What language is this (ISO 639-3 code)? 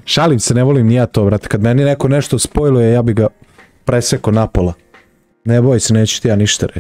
srp